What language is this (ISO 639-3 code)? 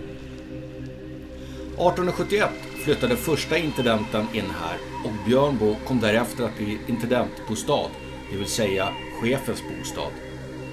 swe